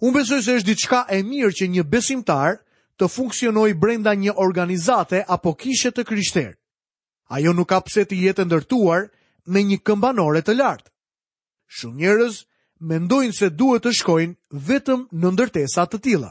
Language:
Albanian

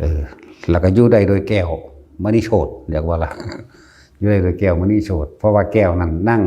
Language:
Northeastern Thai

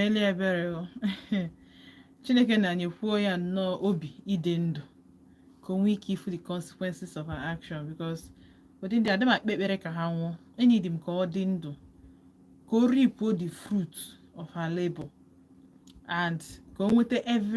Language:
Igbo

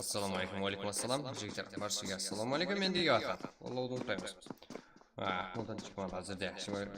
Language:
Kara-Kalpak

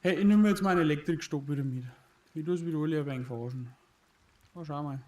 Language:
Bavarian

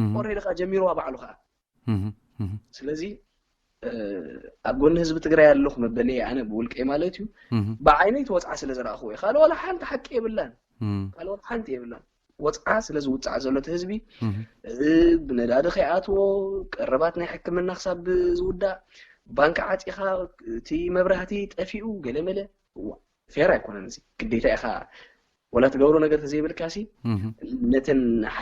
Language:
Tigrinya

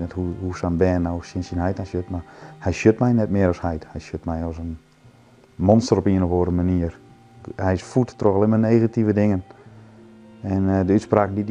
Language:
Western Frisian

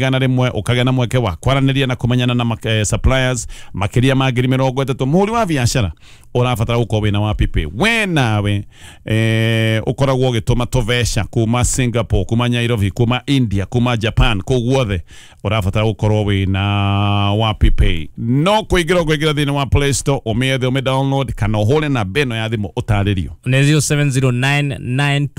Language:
Kikuyu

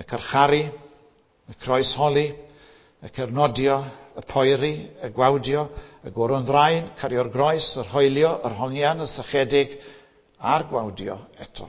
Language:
Welsh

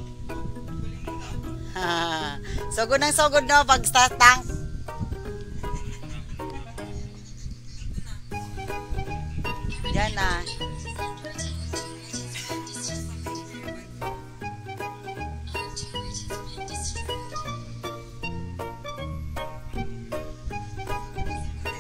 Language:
Filipino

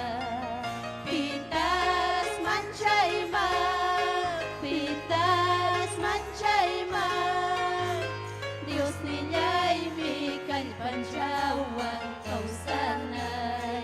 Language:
Ayacucho Quechua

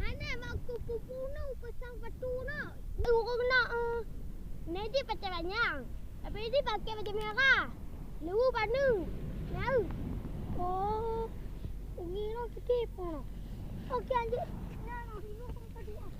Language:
Achinese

